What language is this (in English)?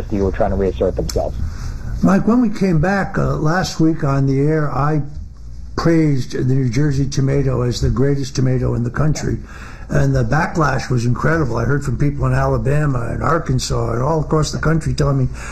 English